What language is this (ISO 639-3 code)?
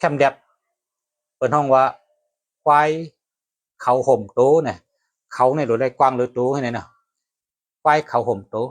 shn